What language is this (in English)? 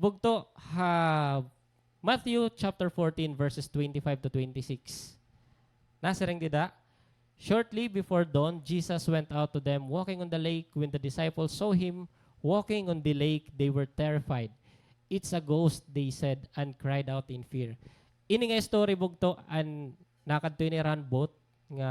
Waray